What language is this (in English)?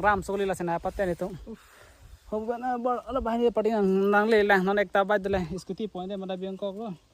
Karbi